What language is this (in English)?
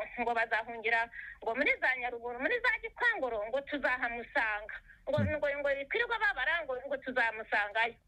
Kinyarwanda